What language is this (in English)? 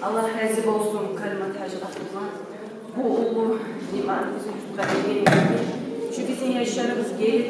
Kumyk